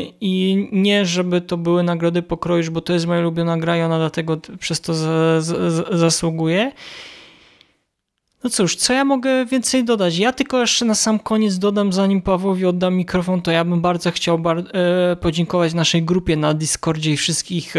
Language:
Polish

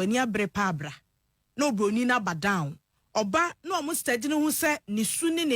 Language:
Akan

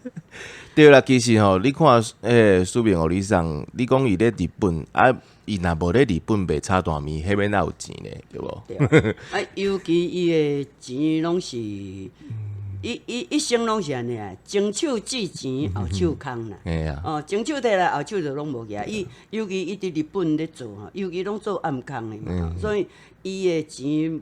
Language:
Min Nan Chinese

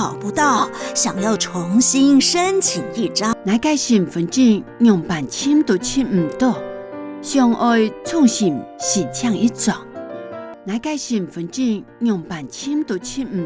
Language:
Hakka Chinese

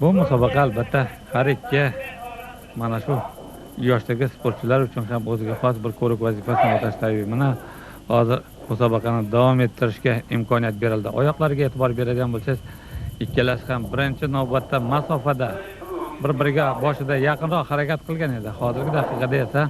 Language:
Uzbek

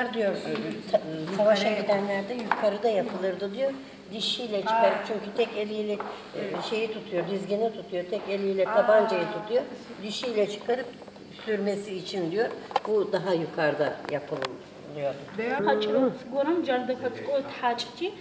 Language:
Adyghe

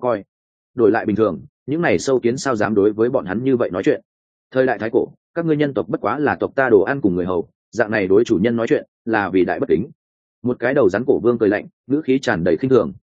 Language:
Vietnamese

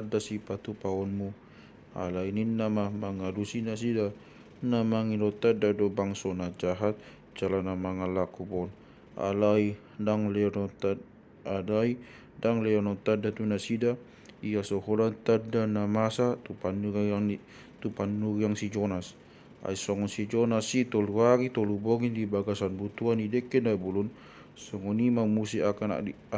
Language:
Batak Toba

